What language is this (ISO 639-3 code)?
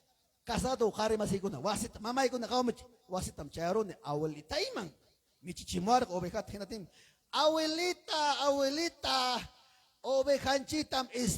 quy